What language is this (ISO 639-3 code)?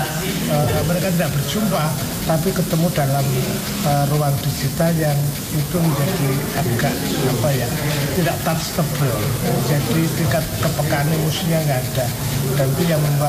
ind